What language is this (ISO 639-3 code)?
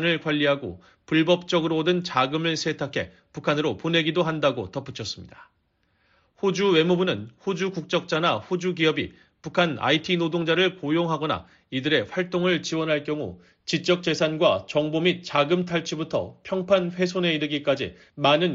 kor